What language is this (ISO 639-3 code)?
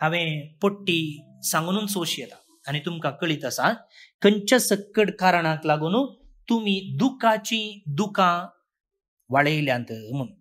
kok